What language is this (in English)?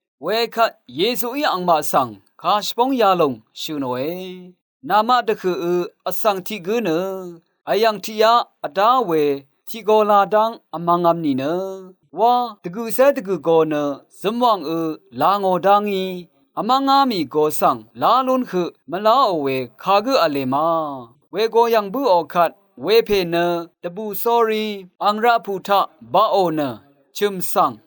Rawang